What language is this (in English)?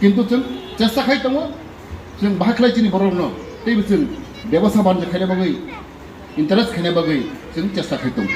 Kok Borok